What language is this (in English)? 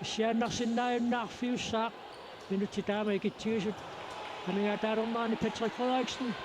Kalaallisut